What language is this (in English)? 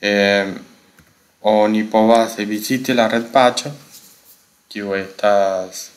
Esperanto